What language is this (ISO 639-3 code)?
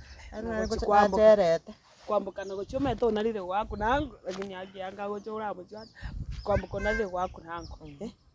guz